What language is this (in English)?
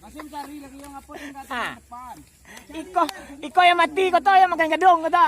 Minangkabau